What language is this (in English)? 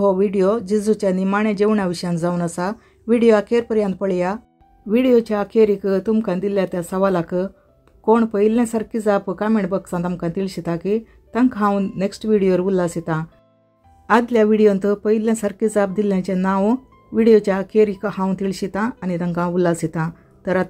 Konkani